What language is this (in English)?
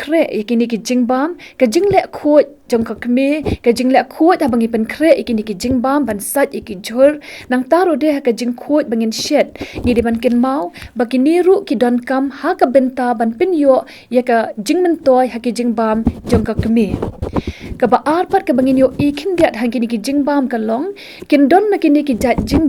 Khasi